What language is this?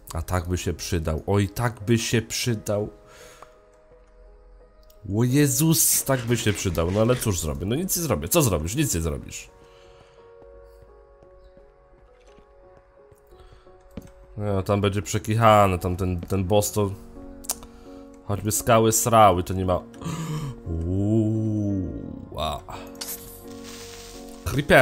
Polish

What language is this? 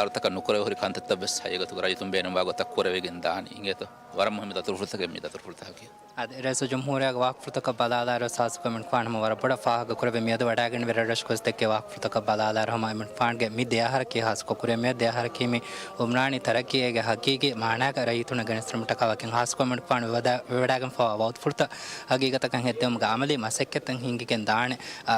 Divehi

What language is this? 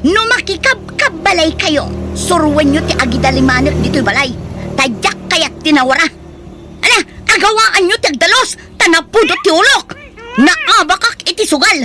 Iloko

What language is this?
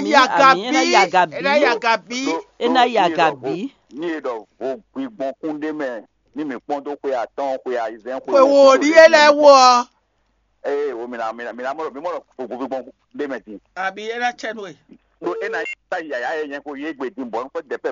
Fon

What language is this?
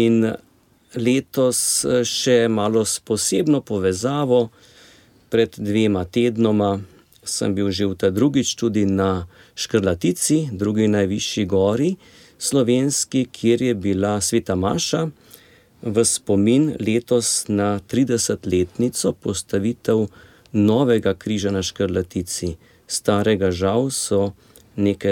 Slovenian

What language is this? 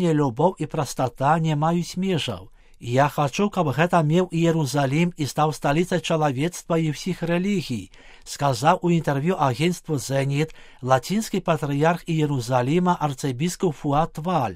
Belarusian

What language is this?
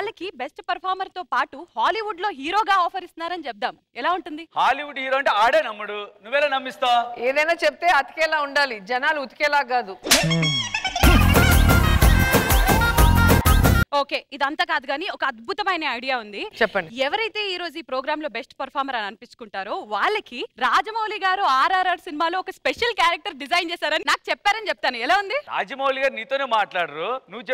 Telugu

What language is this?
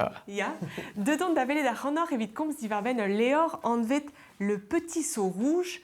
Breton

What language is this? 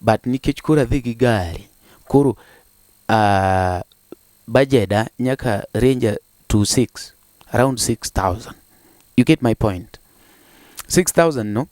Luo (Kenya and Tanzania)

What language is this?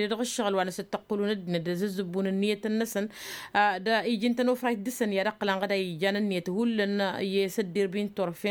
Tamasheq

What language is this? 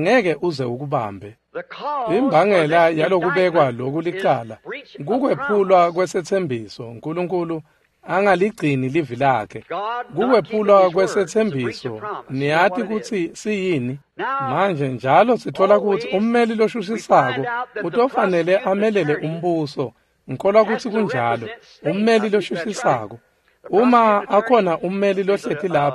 Swati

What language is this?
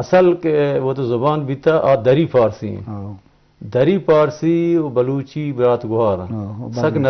Eastern Balochi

